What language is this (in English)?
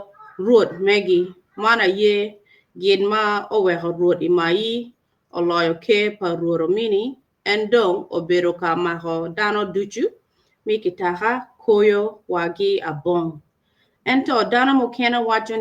Acoli